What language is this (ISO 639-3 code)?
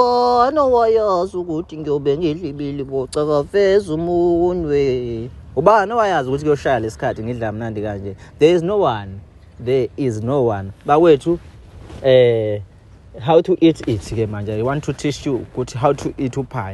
zul